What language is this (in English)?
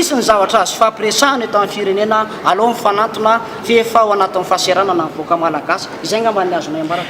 Malagasy